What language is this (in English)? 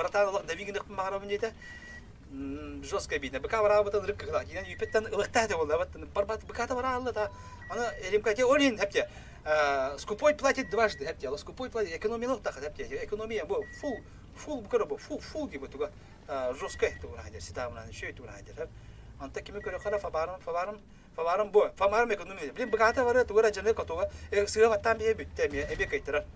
Yakut